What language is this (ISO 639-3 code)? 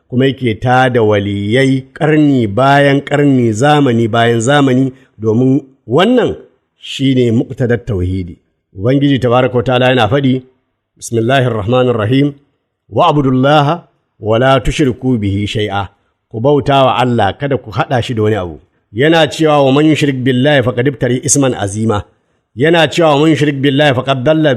hau